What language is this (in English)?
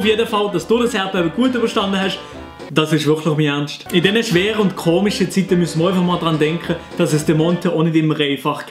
Swiss German